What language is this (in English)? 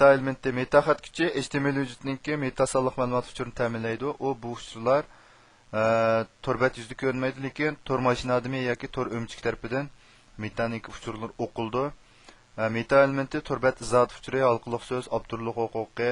Uyghur